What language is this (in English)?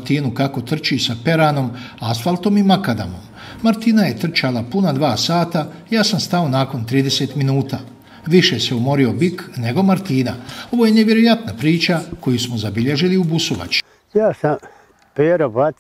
Bosnian